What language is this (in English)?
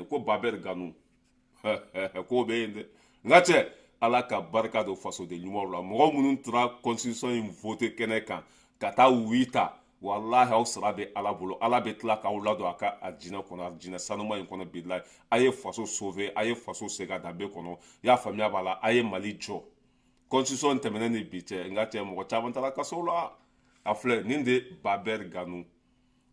Bambara